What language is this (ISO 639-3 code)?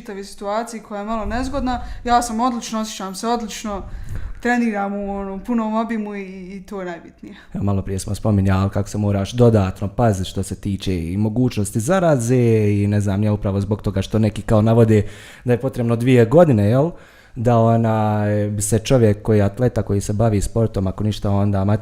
bos